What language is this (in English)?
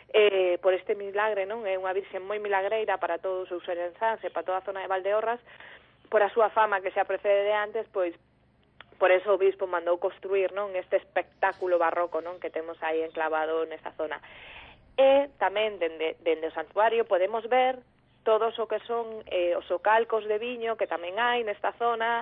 Galician